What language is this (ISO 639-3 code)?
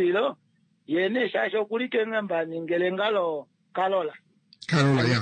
kua